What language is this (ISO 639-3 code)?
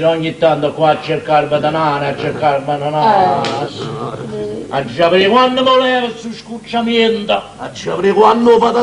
nap